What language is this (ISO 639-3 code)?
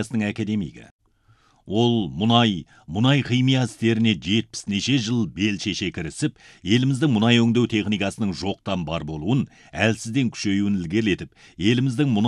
kaz